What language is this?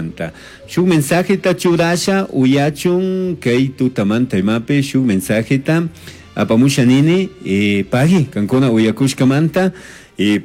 Chimborazo Highland Quichua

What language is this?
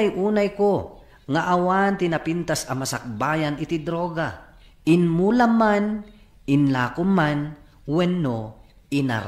Iloko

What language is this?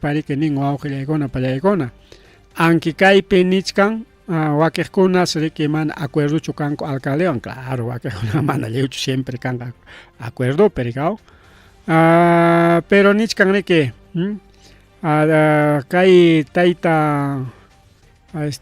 Ayacucho Quechua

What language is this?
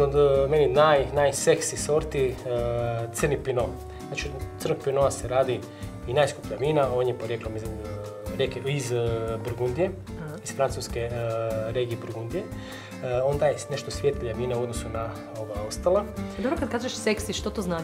Croatian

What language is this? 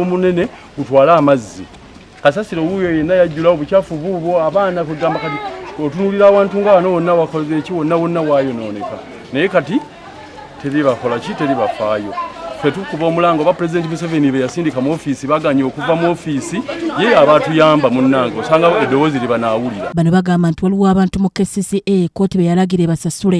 Ganda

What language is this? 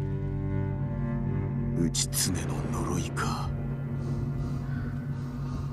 Japanese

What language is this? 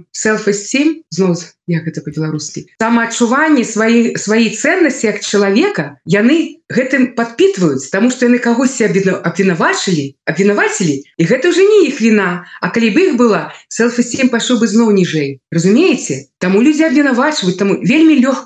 Belarusian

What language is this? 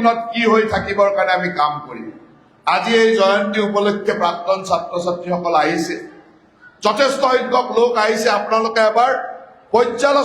Assamese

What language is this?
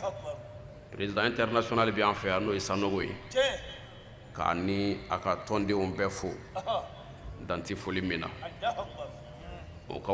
Bambara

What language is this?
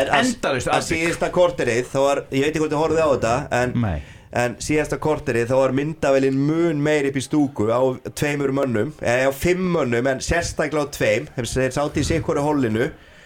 Icelandic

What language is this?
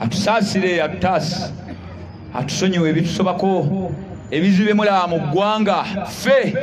Ganda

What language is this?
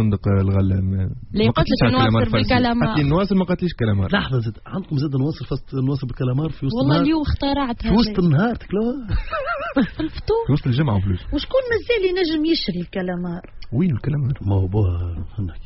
Tunisian Arabic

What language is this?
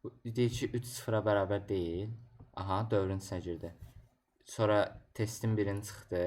Azerbaijani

